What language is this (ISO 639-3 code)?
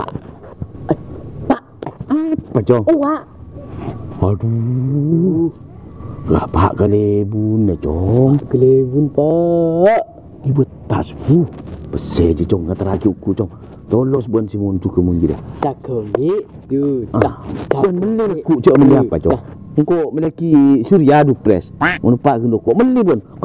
mad